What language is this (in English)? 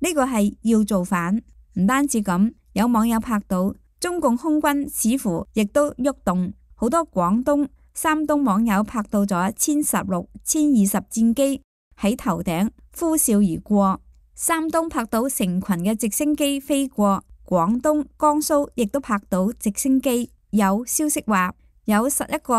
Cantonese